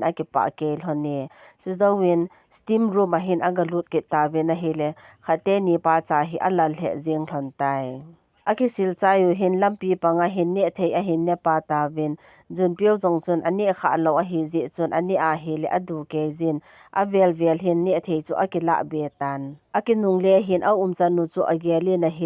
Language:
Thado Chin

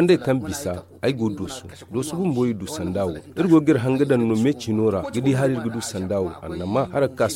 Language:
Zarma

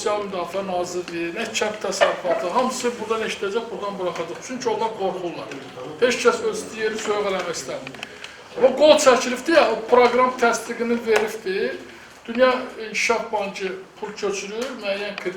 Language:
Azerbaijani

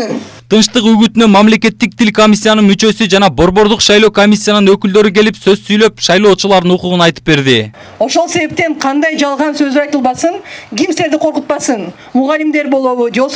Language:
Kyrgyz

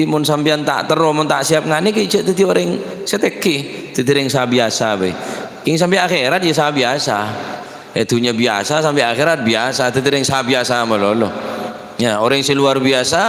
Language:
Madurese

